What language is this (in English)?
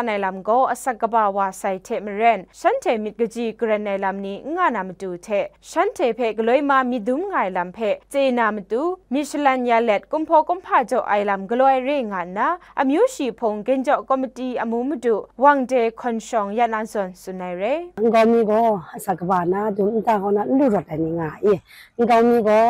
Kachin